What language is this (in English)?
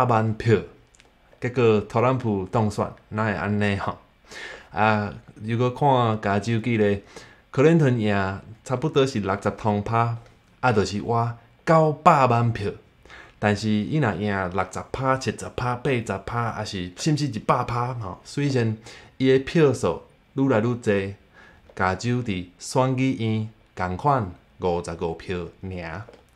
Min Nan Chinese